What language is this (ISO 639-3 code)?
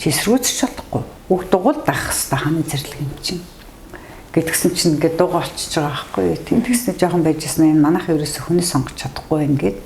mon